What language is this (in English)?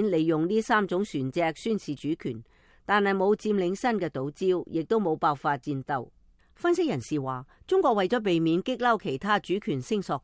Cantonese